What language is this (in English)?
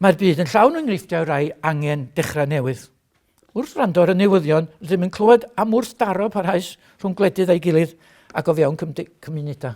Welsh